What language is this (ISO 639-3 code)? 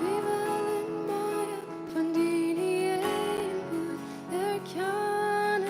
pdt